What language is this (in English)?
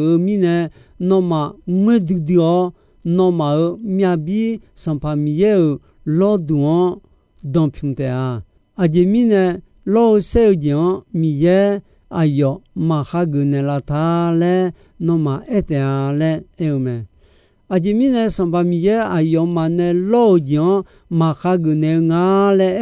Akha